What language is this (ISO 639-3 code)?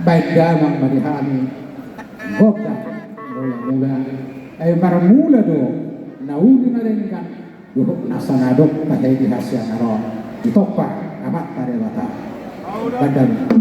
bbc